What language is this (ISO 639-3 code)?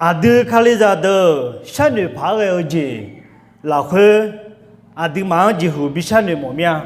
ahk